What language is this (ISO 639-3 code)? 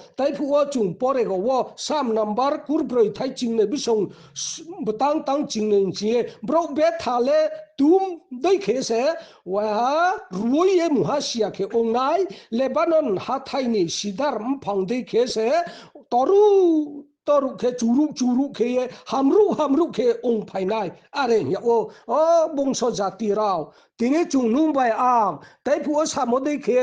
ria